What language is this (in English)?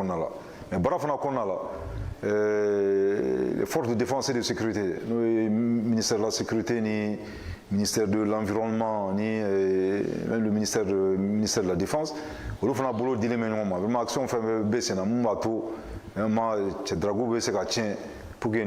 Bambara